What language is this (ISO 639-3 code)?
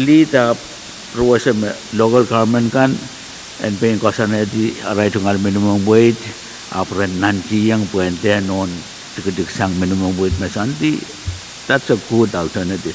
pon